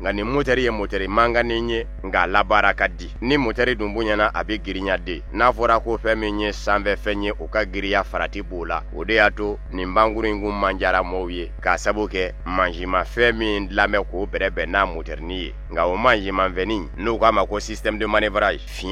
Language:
Bambara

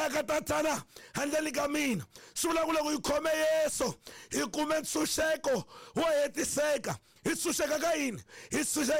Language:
Tsonga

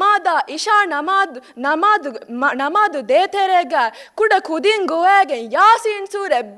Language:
Divehi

